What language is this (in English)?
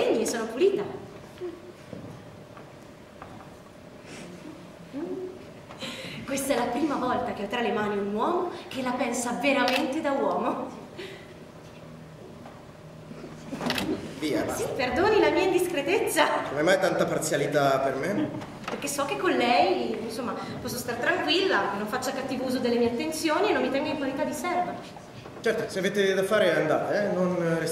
Italian